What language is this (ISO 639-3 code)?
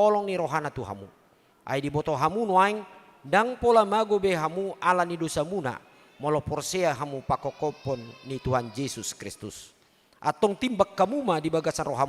bbc